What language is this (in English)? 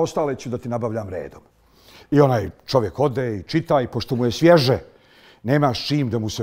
Bosnian